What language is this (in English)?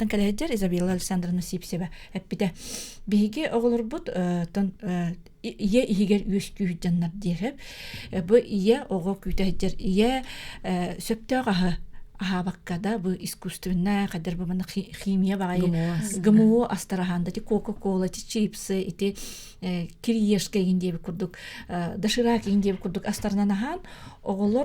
Yakut